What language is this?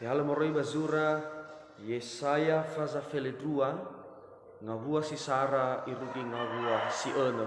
Nias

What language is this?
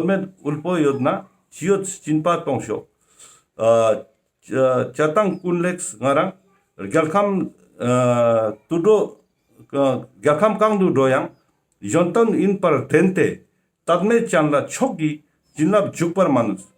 Ladakhi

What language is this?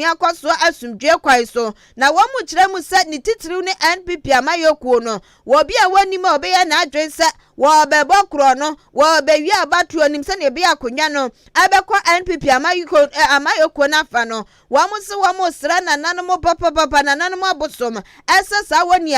Akan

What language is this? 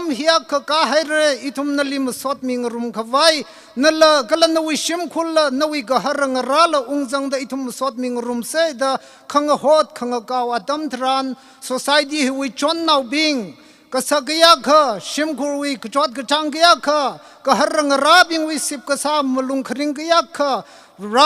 Tangkhul Naga (India)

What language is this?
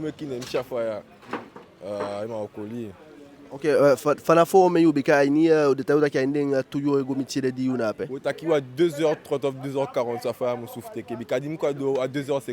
Eastern Maroon Creole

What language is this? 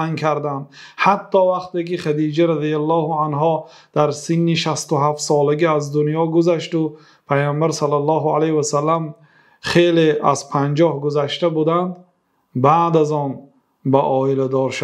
Persian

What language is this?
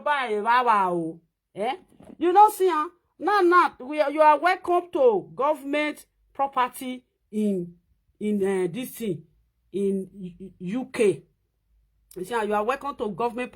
Nigerian Pidgin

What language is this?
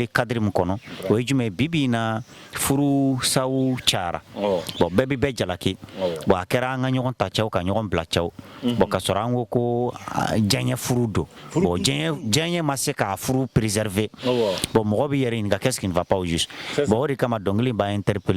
Bambara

